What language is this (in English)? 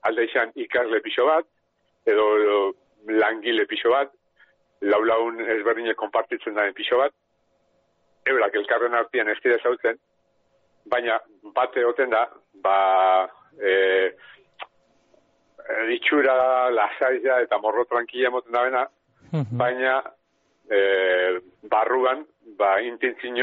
Basque